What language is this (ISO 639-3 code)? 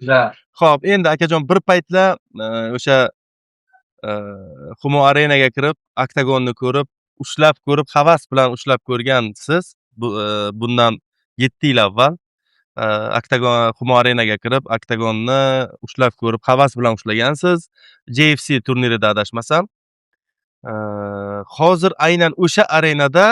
uzb